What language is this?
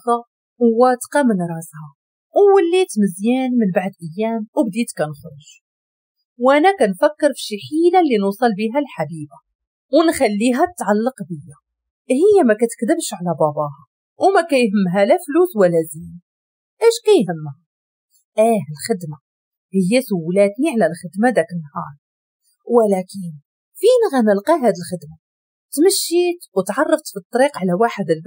Moroccan Arabic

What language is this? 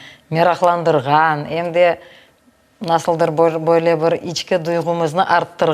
Crimean Tatar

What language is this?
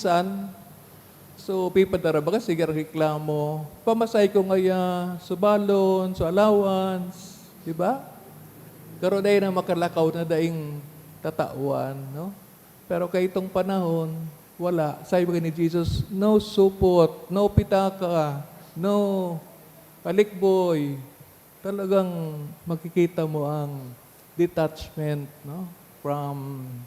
Bikol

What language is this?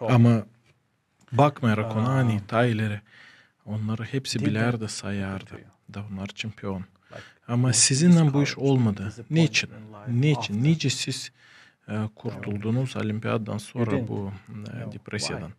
Gagauz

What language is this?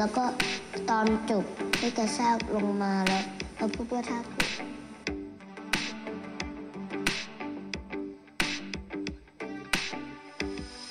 Thai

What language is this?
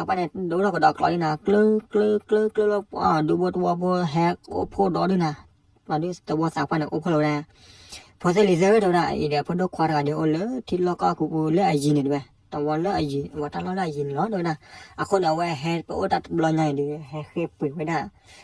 S'gaw Karen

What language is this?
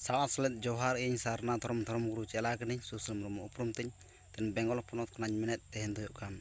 Santali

